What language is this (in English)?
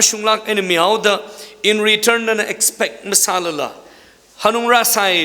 Tangkhul Naga (India)